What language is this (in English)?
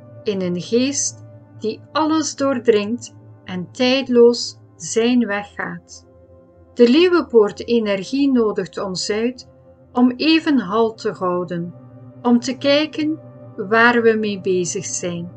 Dutch